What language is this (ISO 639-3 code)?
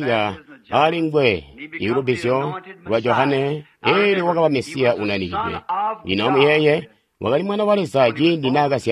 toi